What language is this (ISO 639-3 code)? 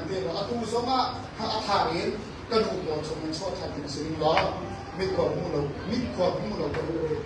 cnh